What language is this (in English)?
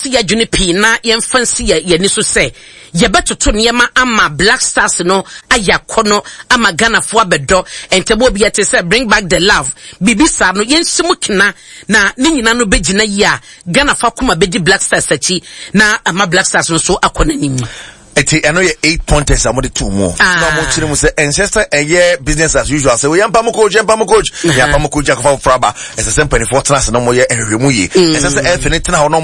Akan